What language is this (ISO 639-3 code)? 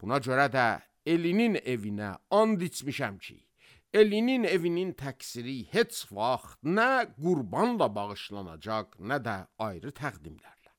aze